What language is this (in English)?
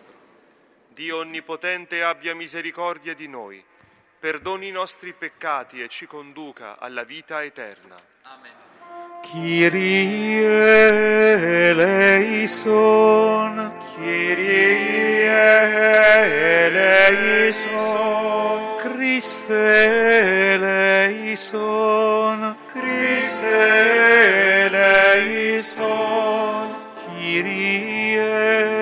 Italian